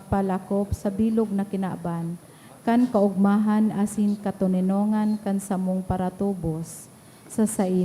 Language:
Bikol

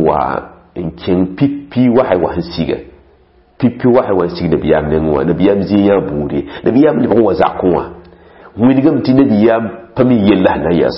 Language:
Mossi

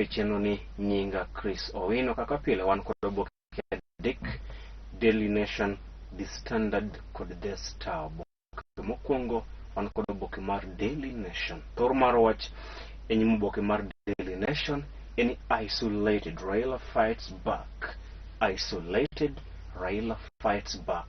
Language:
Luo (Kenya and Tanzania)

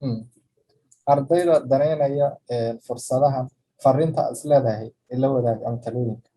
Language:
Somali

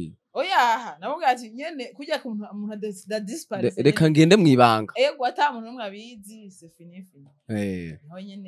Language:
Rundi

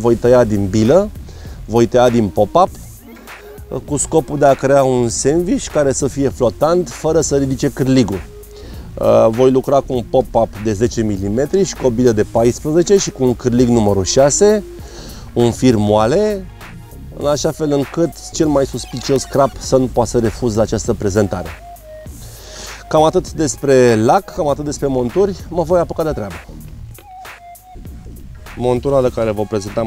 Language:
Romanian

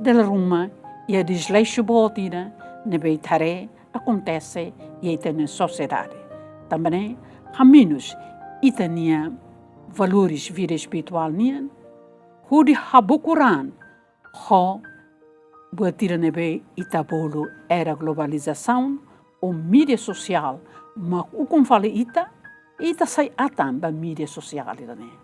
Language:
Tetum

